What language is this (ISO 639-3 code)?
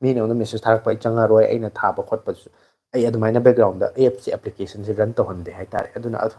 mni